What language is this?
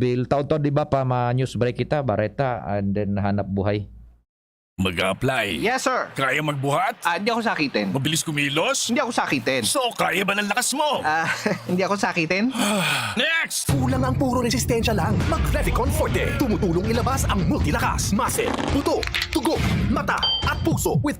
Bikol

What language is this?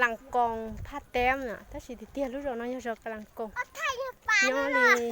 Hmong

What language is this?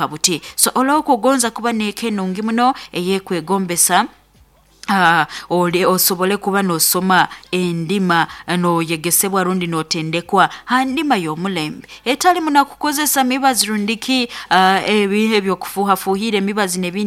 Nyoro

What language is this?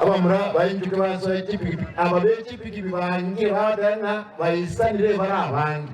Gusii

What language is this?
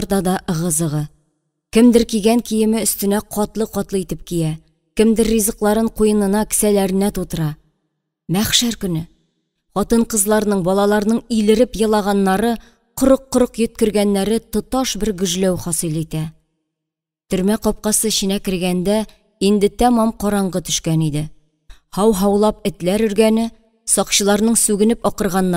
Tatar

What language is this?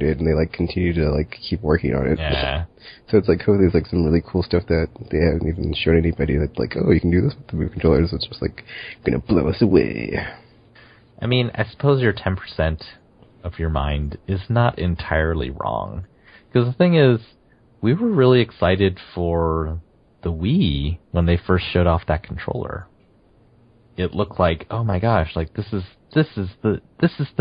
English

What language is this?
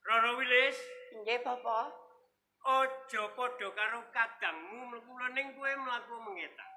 Javanese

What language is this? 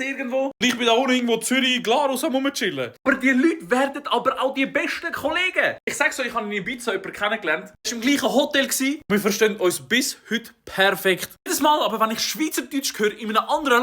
Swiss German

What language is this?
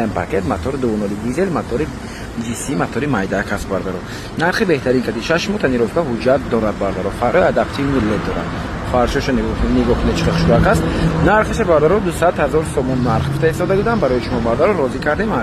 Tajik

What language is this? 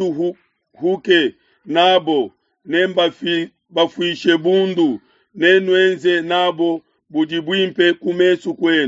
Luba-Lulua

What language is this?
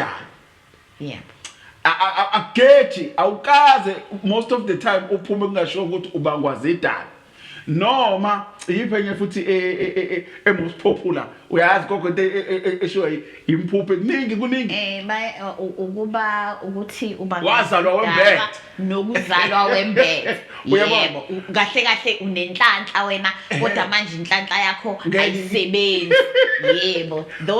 Zulu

